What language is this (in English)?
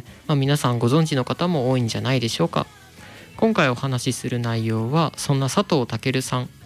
Japanese